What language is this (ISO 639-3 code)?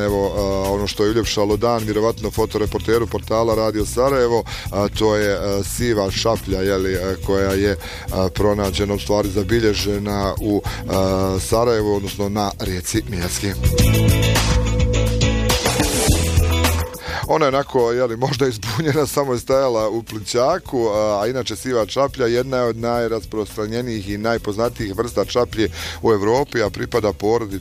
bos